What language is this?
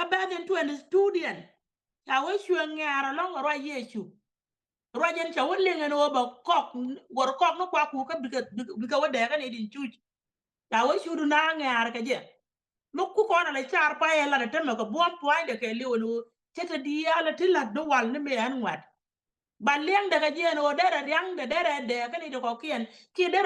Nuer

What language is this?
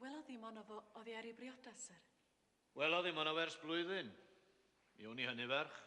Welsh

